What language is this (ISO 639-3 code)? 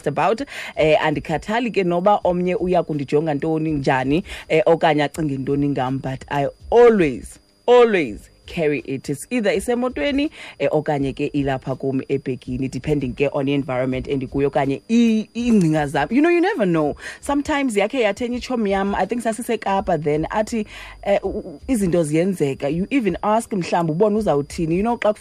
xho